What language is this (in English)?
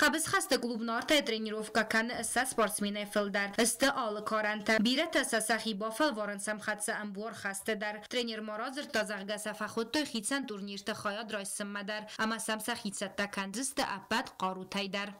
Ossetic